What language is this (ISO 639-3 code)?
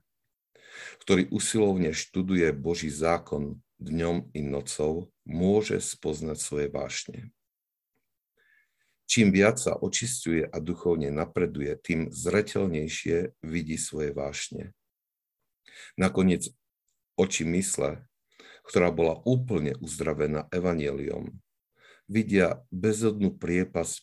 slk